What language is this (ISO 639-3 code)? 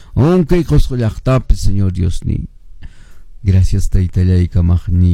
que